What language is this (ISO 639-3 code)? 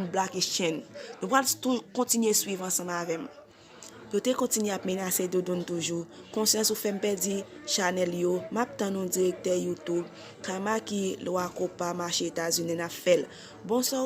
hat